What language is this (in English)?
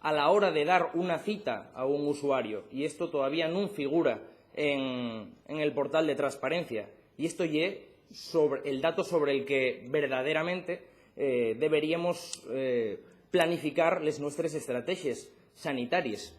Asturian